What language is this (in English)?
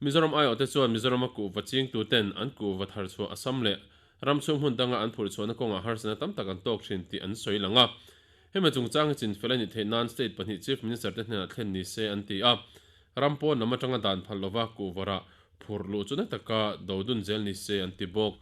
Mizo